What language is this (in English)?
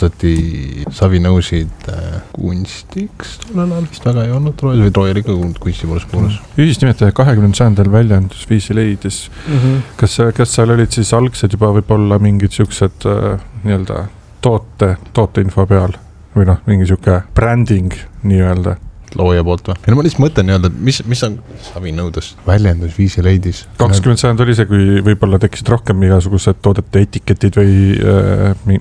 Estonian